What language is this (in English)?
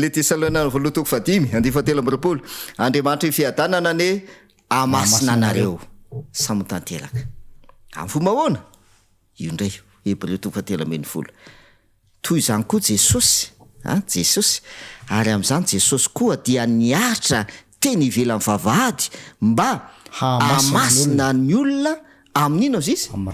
Malagasy